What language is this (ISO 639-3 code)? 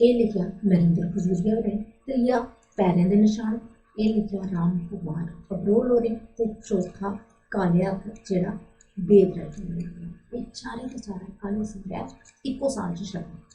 doi